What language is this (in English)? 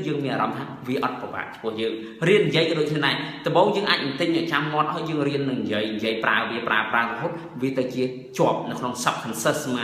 Khmer